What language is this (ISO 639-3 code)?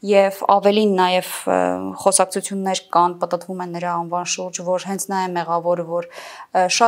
hye